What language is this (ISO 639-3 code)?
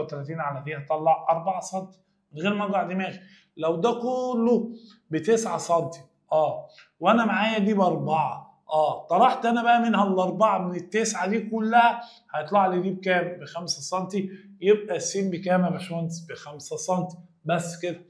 arz